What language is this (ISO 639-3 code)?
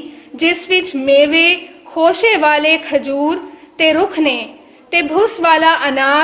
lah